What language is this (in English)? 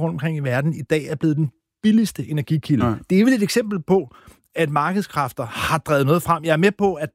Danish